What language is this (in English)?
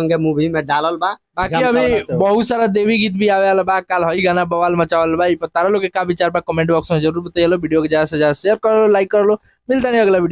Bhojpuri